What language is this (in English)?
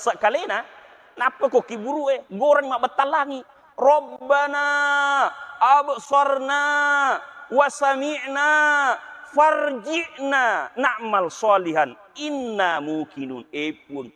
Buginese